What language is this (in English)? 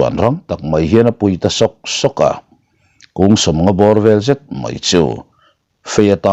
Mizo